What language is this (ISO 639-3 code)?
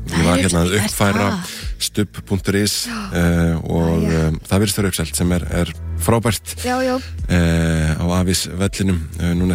isl